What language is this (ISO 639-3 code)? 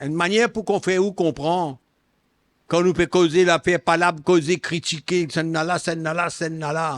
mfe